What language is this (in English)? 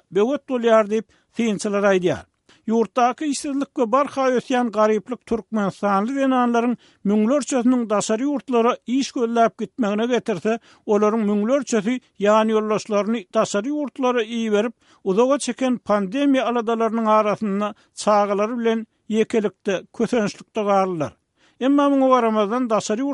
Turkmen